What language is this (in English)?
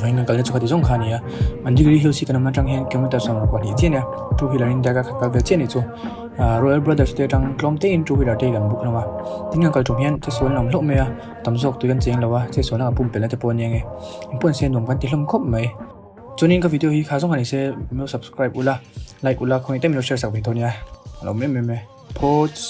Mizo